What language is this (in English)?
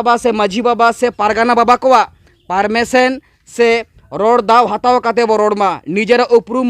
Santali